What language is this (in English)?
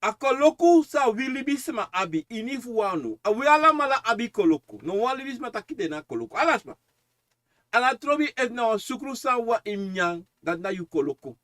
Sranan Tongo